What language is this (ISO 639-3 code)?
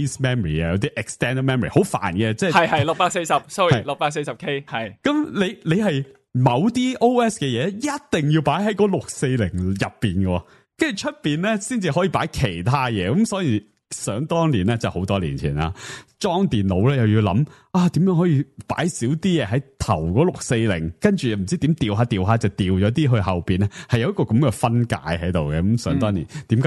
yue